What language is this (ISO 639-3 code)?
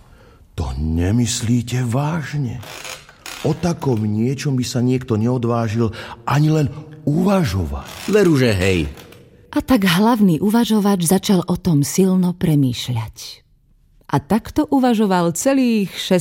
slk